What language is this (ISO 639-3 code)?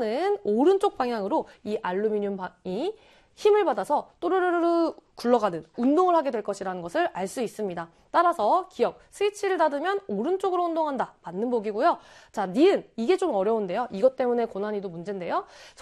kor